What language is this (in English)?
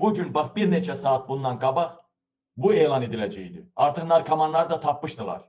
Azerbaijani